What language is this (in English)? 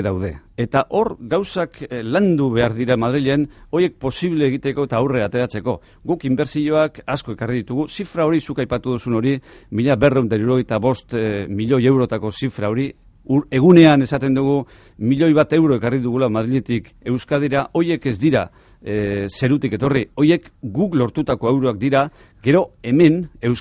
Basque